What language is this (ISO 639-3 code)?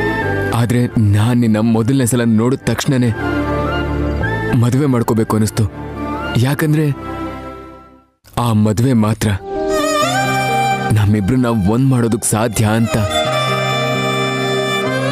kan